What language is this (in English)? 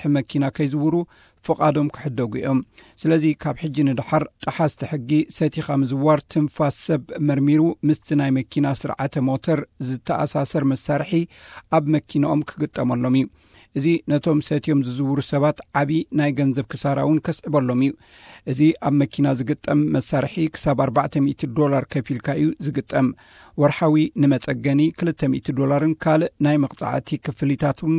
Tigrinya